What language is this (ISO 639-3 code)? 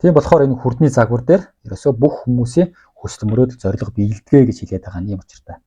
mon